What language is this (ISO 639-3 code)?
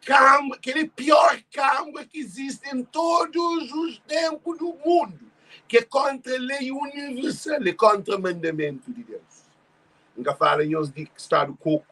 kea